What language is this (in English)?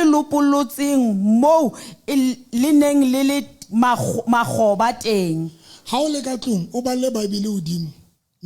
Southern Sotho